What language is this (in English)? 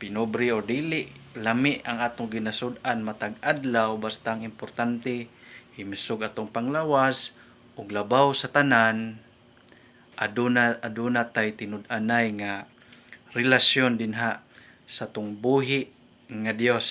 Cebuano